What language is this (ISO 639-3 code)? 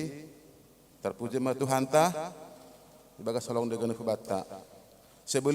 bts